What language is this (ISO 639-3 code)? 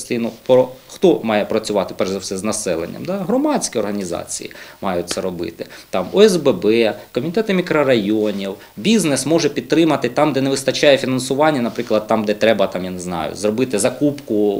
ukr